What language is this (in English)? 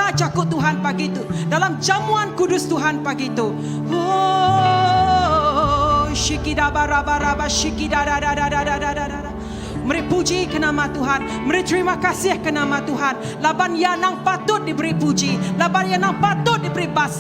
Iban